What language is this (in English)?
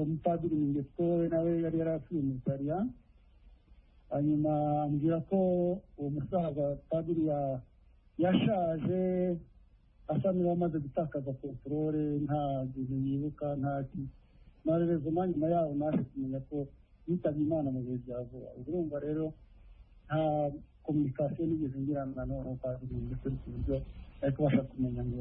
Kinyarwanda